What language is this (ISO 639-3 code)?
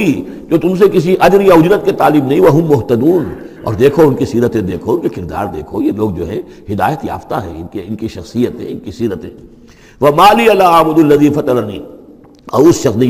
urd